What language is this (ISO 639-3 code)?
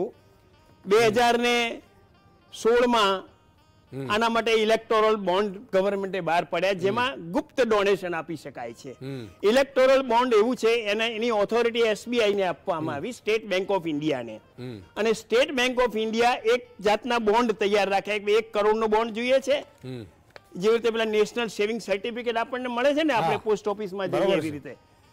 guj